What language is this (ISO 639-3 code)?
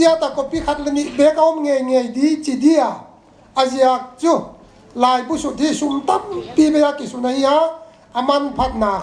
pck